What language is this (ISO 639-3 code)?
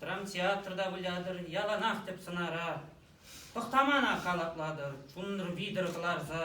chv